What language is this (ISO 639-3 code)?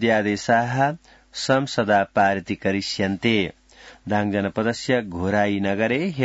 san